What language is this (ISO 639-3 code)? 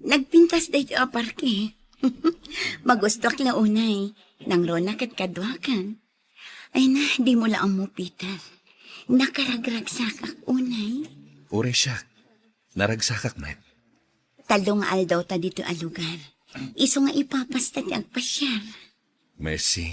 ilo